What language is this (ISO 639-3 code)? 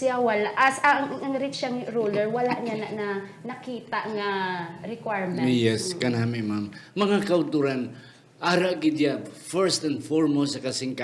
hil